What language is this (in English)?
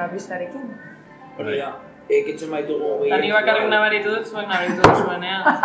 Basque